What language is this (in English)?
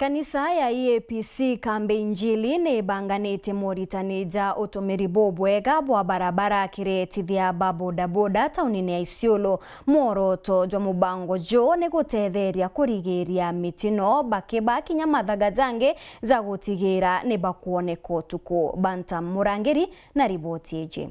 Meru